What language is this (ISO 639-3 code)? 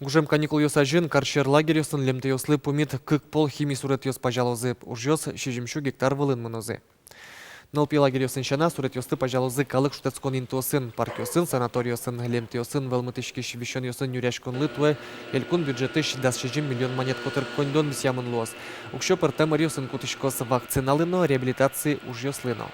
udm